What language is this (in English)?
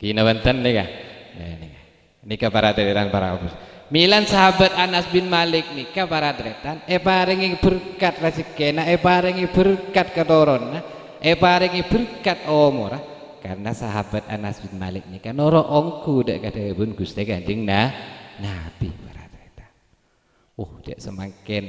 Madurese